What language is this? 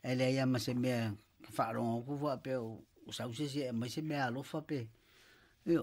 Samoan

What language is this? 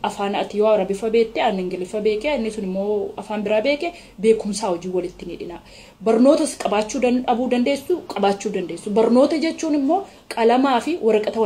Oromo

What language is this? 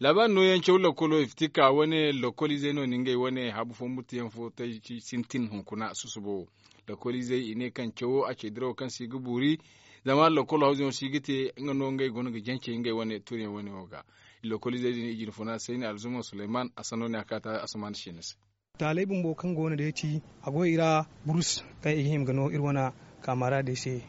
Zarma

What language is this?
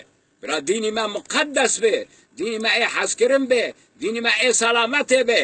Kurdish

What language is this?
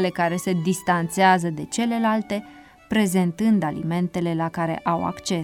Romanian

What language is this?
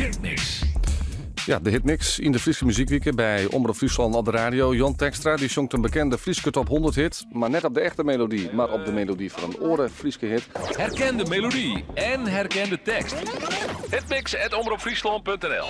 Western Frisian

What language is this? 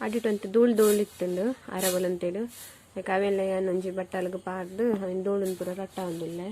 Tulu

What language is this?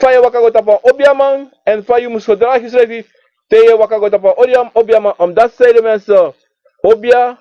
Sranan Tongo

